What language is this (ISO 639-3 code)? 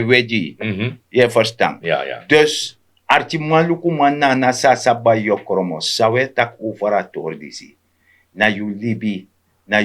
srn